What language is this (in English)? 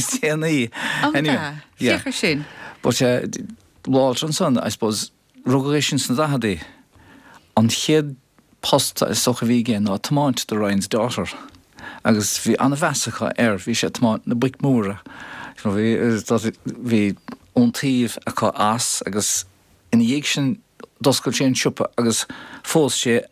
Irish